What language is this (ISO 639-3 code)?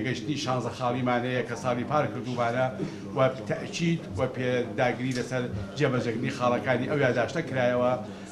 ckb